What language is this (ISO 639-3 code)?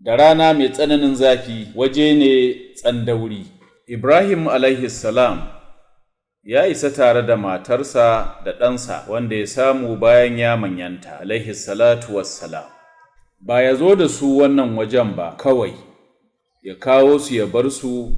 hau